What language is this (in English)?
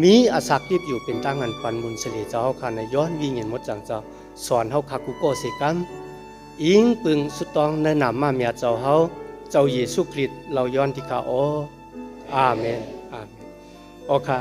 Shan